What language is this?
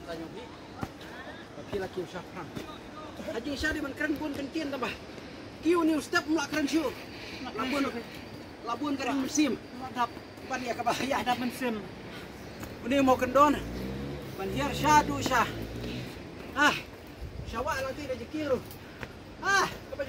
Malay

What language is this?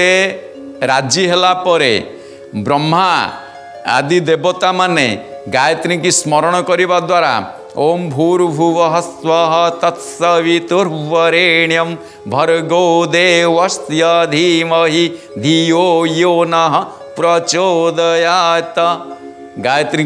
Odia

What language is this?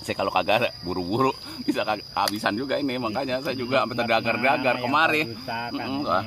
Betawi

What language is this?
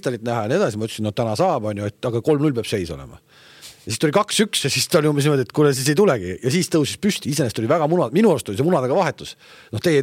Estonian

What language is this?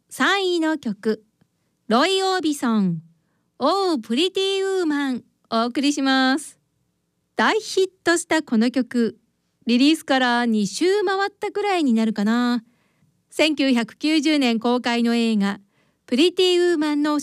Japanese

